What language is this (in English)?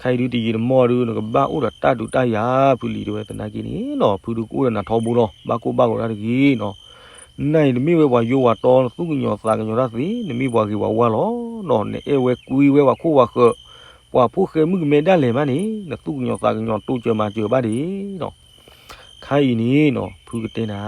S'gaw Karen